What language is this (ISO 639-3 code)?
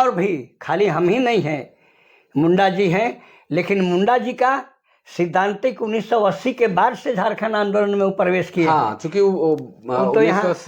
sck